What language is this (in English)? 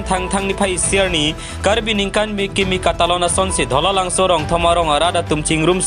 Karbi